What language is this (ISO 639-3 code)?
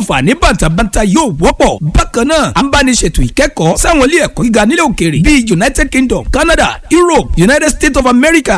yor